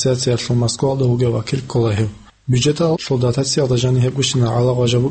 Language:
Avaric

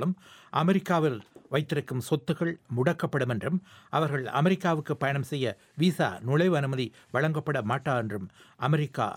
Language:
Tamil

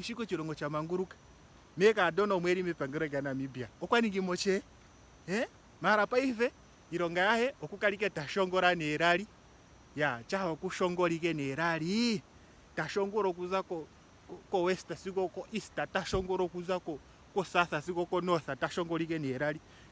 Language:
Ndonga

